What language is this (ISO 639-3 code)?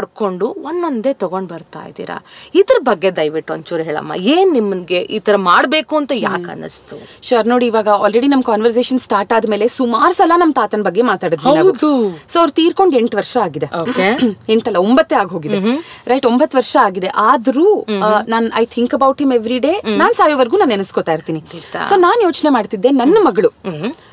kan